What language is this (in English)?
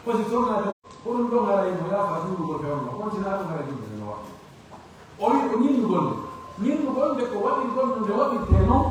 Pular